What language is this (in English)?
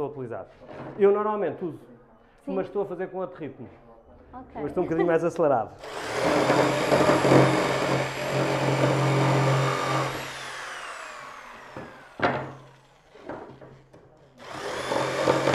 Portuguese